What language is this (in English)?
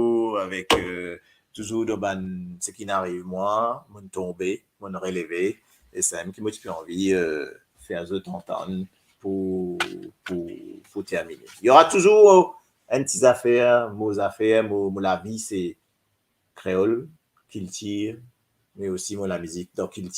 Morisyen